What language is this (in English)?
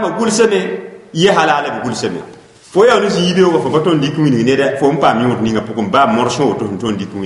Mossi